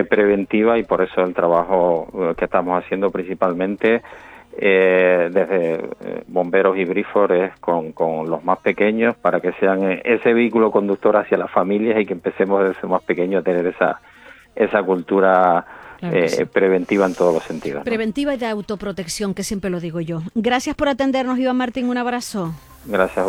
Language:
Spanish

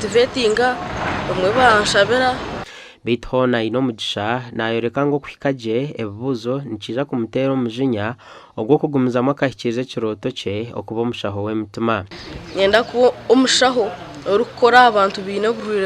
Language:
Nyankole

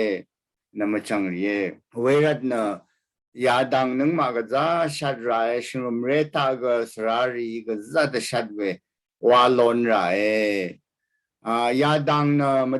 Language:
Rawang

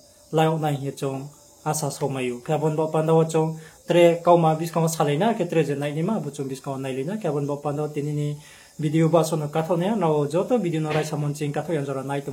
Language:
Riang (India)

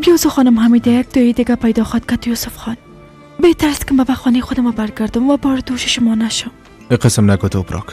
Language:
Persian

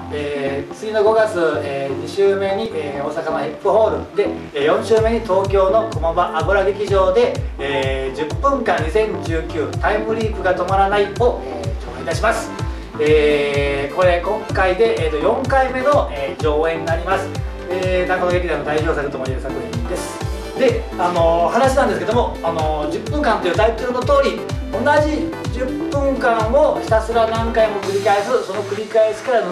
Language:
Japanese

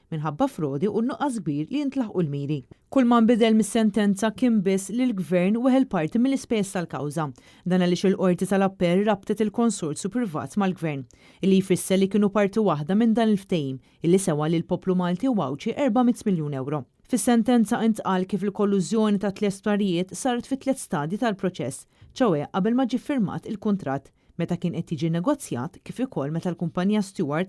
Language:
Maltese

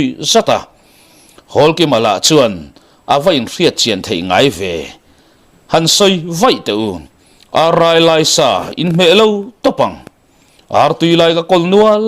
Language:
Mizo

